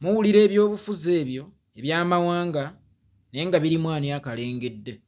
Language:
Ganda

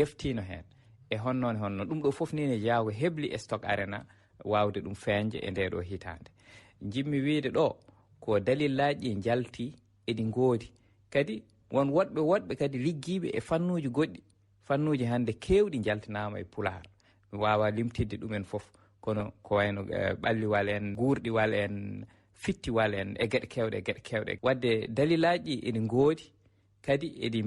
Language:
Fula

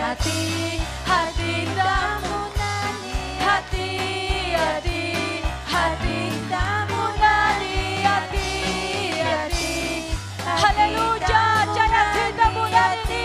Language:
Ayacucho Quechua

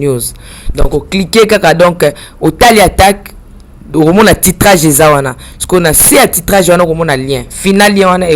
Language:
Lingala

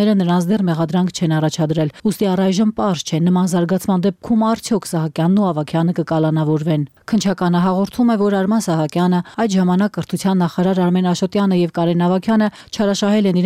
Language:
Armenian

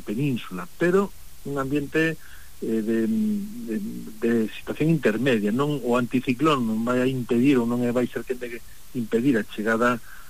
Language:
Galician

